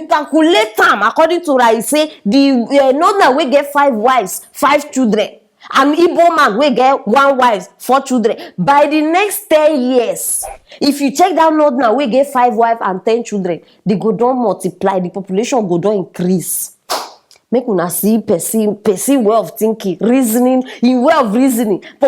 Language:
Nigerian Pidgin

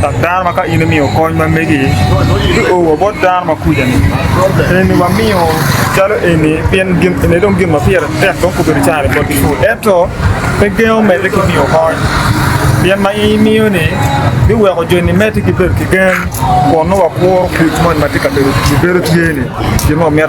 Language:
Acoli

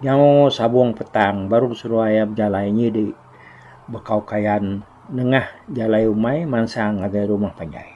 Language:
Iban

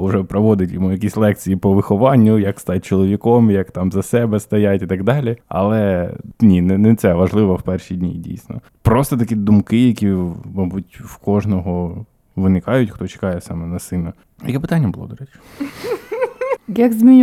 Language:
Ukrainian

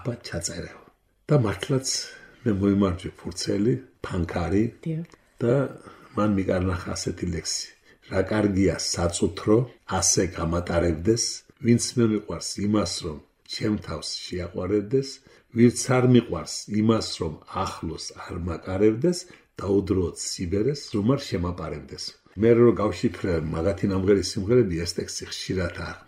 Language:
Georgian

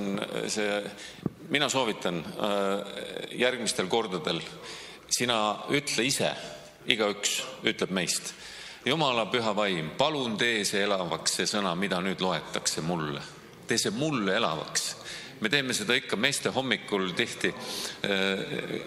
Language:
Estonian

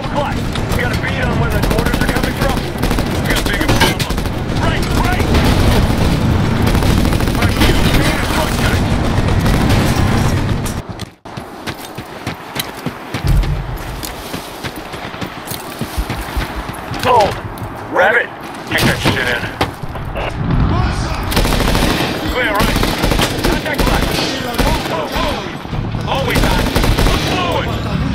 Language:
English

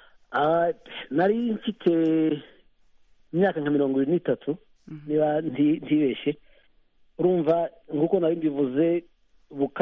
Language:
Kinyarwanda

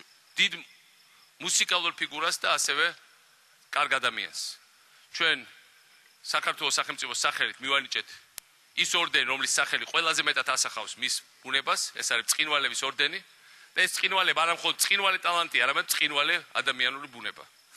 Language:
Georgian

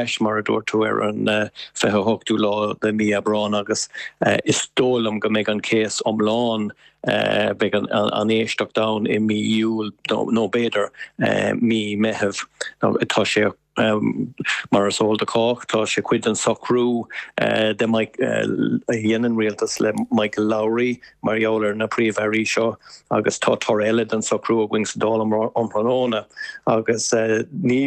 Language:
Irish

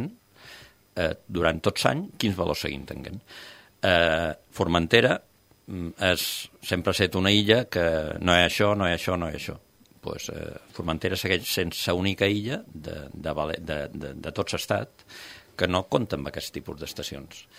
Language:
Catalan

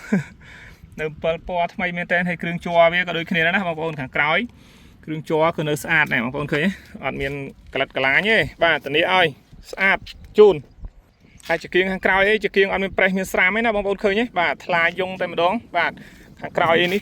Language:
Khmer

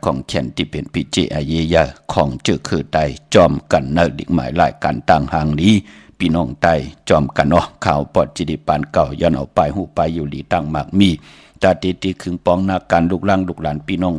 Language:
Shan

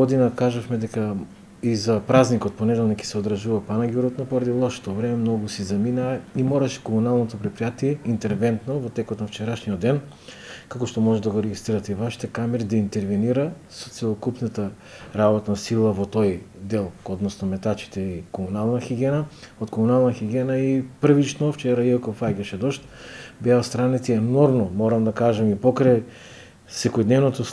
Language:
Macedonian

